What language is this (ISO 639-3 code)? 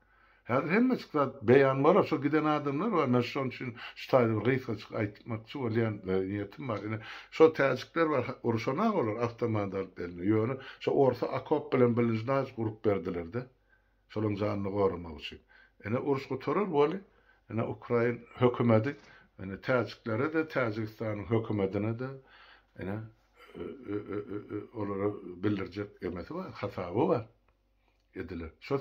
tuk